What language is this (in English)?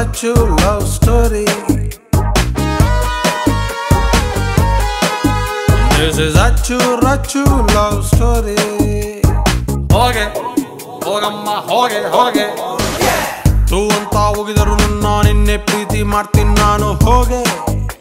Kannada